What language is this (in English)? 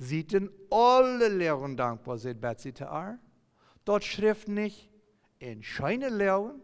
Plautdietsch